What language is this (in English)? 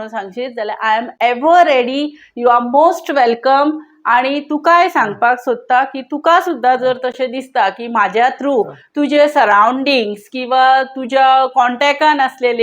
Konkani